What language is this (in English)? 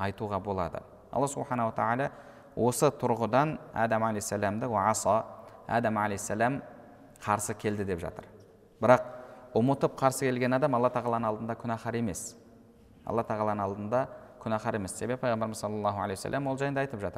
Kazakh